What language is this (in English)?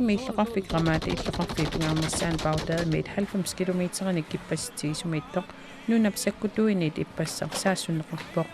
Kalaallisut